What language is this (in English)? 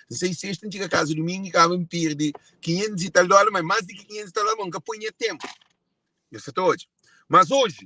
Kabuverdianu